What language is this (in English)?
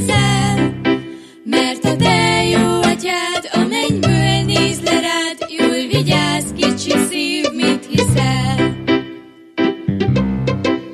Hungarian